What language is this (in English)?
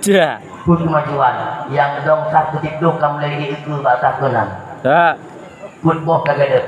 Achinese